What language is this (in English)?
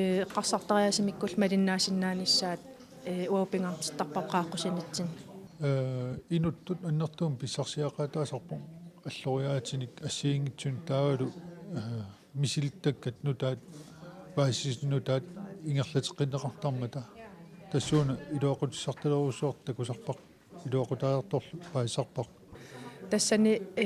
Kalaallisut